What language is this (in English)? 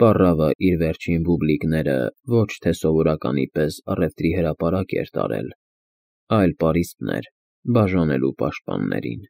Armenian